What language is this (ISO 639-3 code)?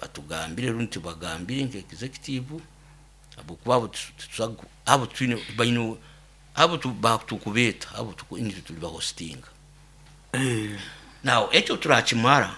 nyo